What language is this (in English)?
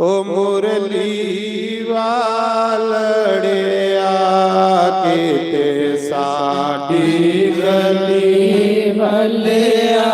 Dogri